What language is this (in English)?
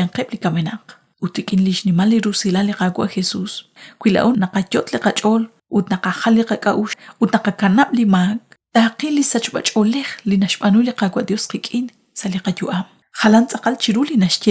Kekchí